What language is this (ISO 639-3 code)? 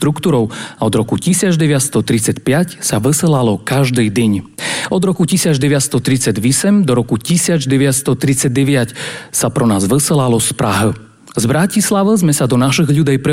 slk